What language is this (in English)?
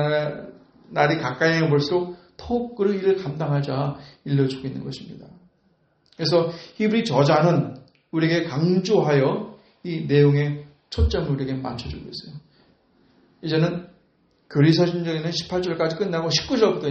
Korean